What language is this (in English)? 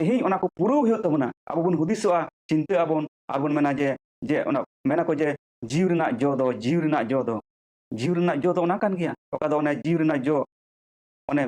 Santali